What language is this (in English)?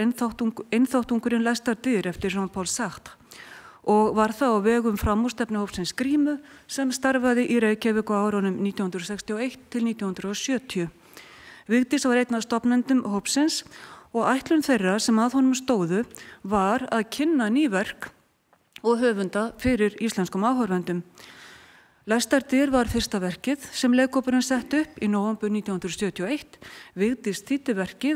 Icelandic